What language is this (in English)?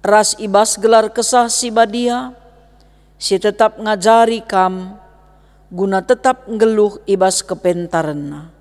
Batak Karo